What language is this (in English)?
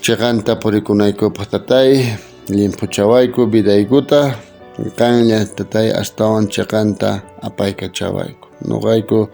South Bolivian Quechua